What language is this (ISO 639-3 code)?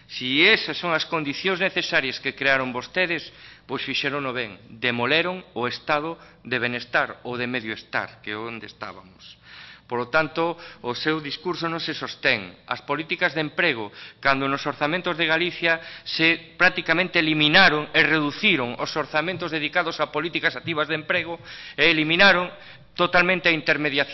glg